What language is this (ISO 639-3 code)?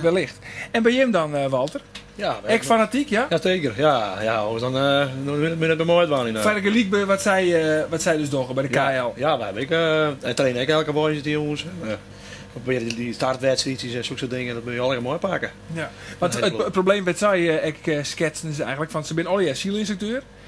fry